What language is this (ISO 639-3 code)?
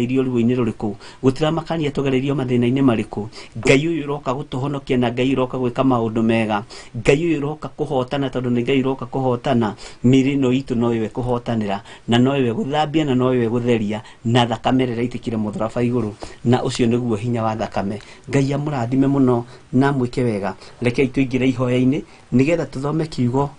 kik